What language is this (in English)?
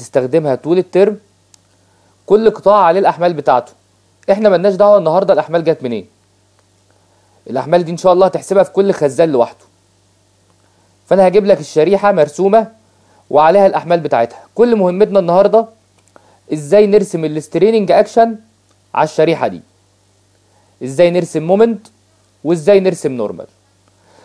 Egyptian Arabic